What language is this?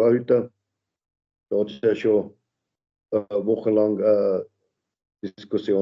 German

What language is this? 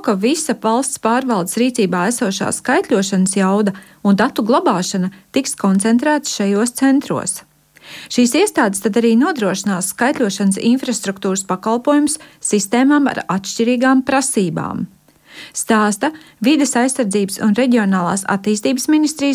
Latvian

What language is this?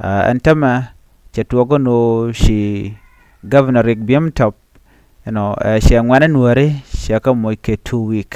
Nuer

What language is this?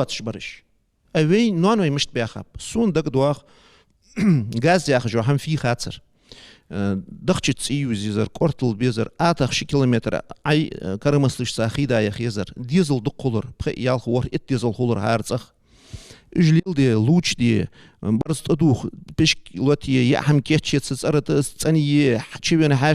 Ingush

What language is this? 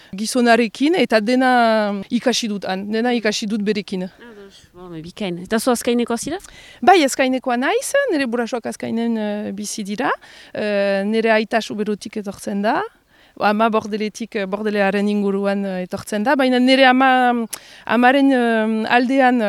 Basque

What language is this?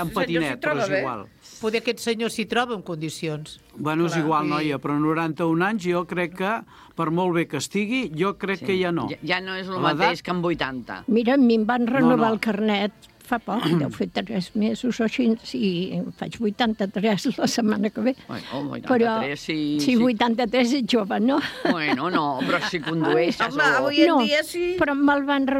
Catalan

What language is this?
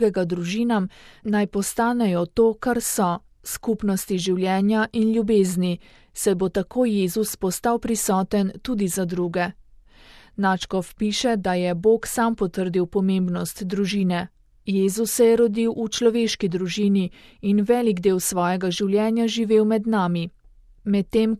Slovenian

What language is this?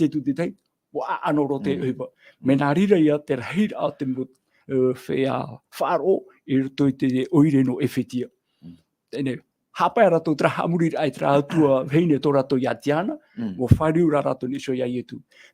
Tahitian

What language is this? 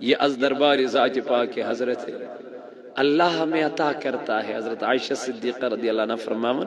Kashmiri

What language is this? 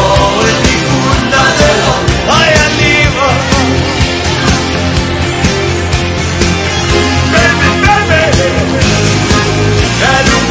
Danish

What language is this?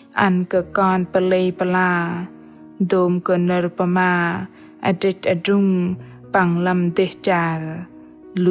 Bahnar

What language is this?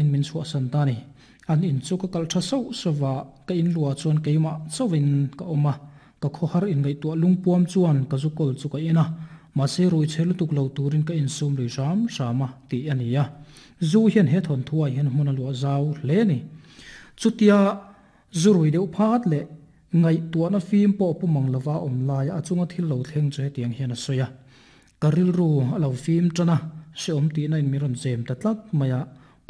Mizo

